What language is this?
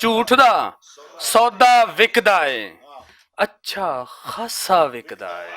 Western Panjabi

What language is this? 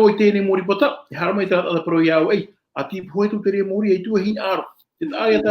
Tahitian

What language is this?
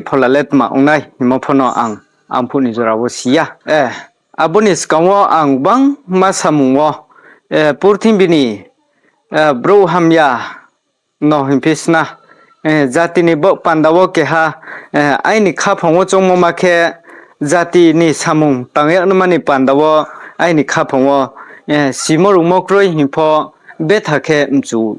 Riang (India)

